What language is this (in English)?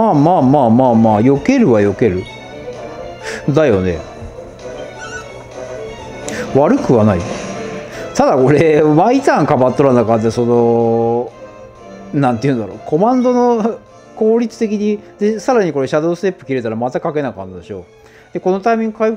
Japanese